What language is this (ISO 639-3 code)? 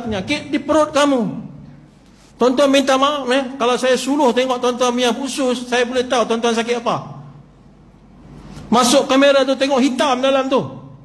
msa